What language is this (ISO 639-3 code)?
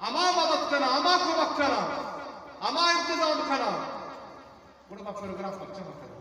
bgp